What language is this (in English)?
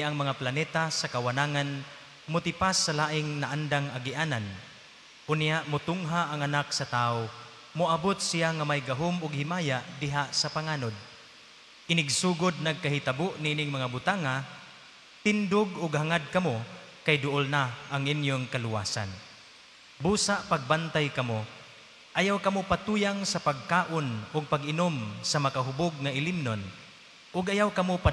Cebuano